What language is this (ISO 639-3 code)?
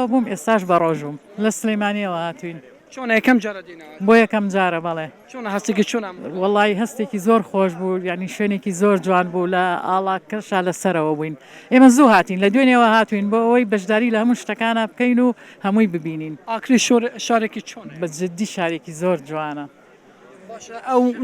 ckb